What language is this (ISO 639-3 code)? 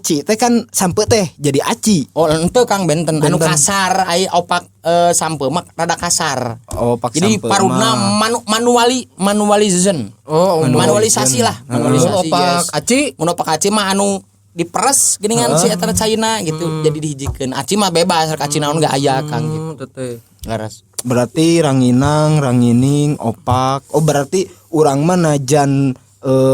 sun